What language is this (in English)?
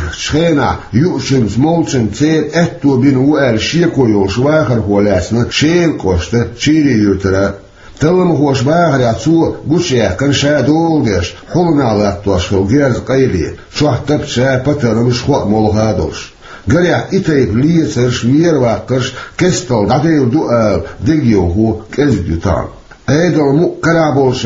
Chechen